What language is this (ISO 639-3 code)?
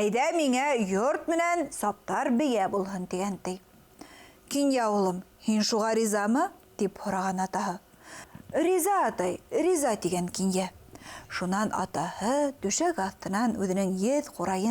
bak